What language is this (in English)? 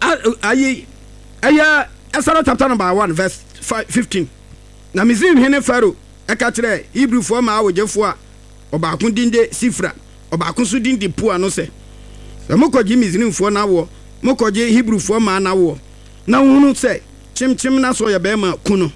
Akan